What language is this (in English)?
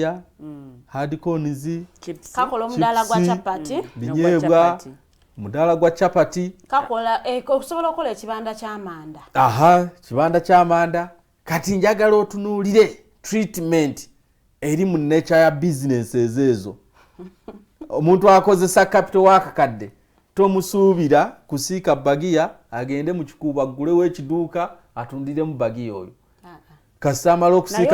Ganda